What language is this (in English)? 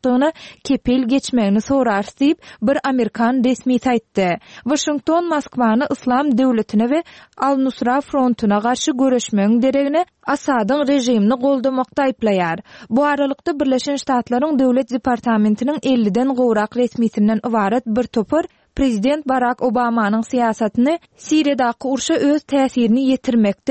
Turkmen